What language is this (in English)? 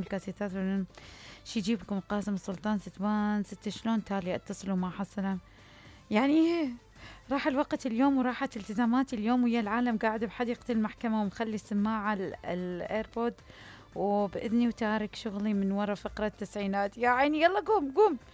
Mesopotamian Arabic